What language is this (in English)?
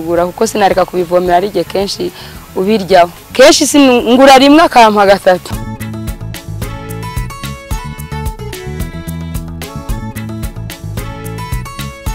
Kinyarwanda